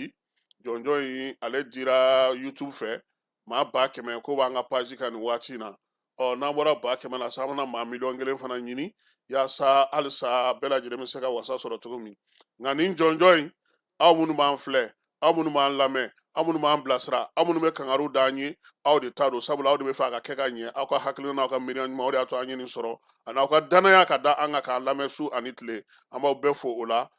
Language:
Bambara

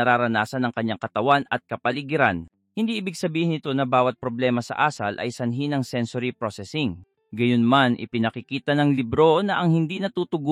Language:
Filipino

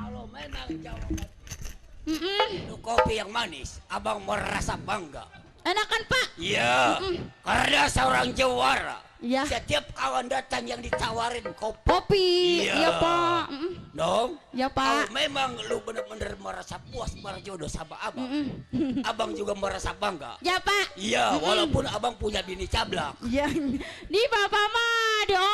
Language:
Betawi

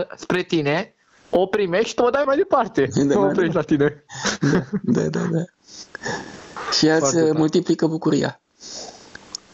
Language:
Romanian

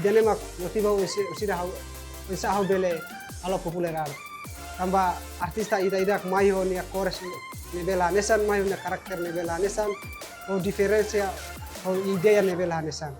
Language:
Tetum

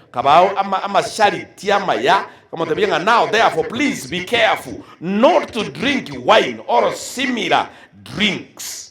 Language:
Gusii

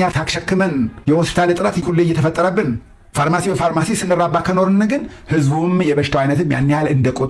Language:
Amharic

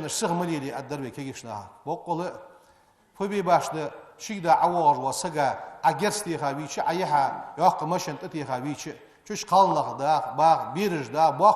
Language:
Ingush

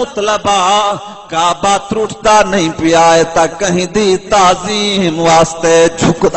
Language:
Saraiki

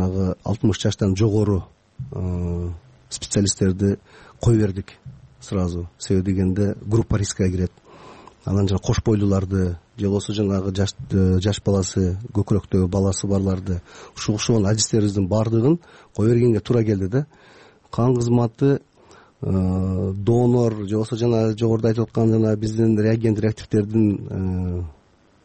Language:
Kyrgyz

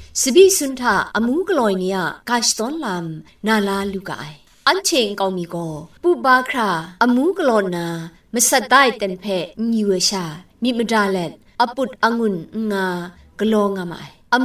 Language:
Kachin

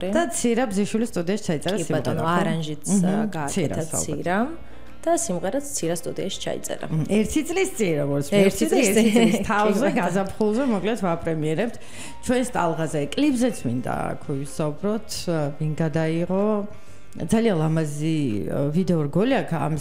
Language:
Georgian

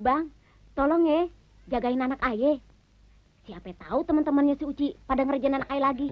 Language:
Betawi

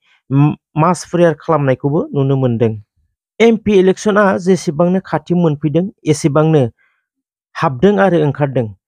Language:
Bodo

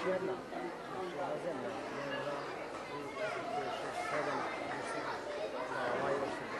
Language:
Serbian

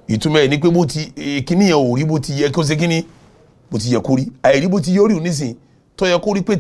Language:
Yoruba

